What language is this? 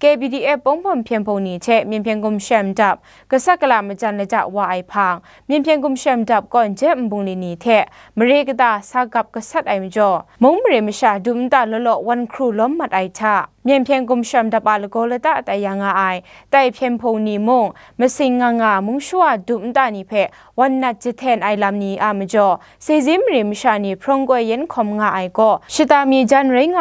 Kachin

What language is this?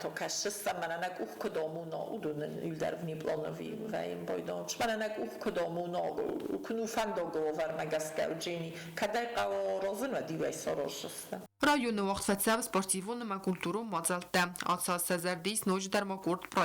Ossetic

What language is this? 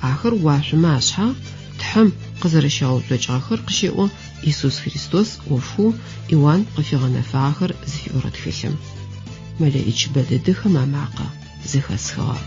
Adyghe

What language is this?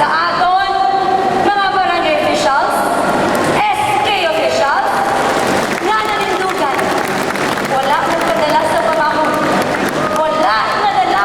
Hiligaynon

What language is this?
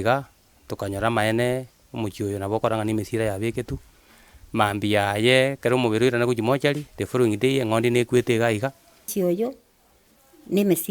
Gusii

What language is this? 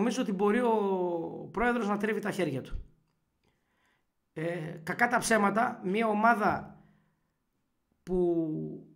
Greek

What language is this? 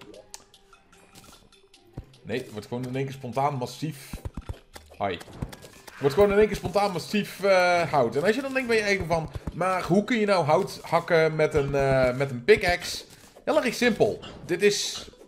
Dutch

